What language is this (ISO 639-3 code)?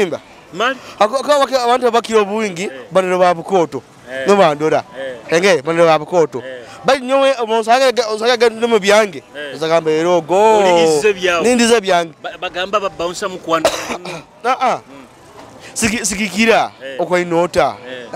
nyo